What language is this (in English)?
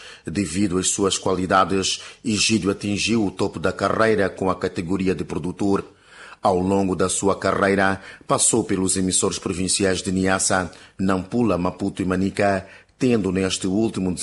Portuguese